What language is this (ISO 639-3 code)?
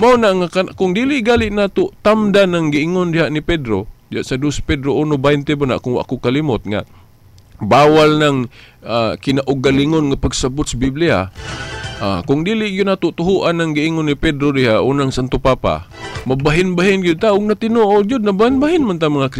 ceb